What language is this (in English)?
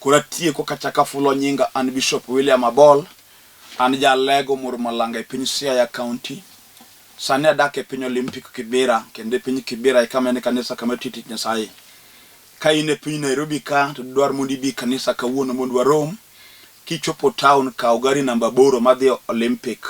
Luo (Kenya and Tanzania)